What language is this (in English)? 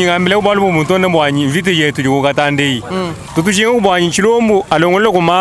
Luba-Lulua